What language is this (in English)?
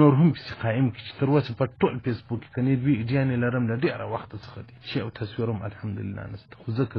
Pashto